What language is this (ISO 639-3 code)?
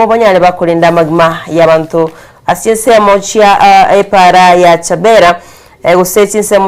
guz